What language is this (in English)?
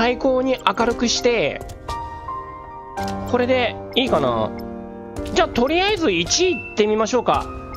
Japanese